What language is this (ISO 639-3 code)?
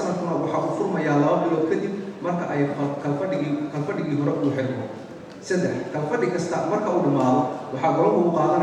som